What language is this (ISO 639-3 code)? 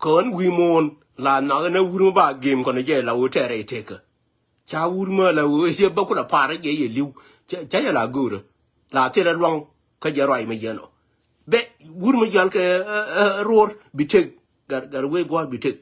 nus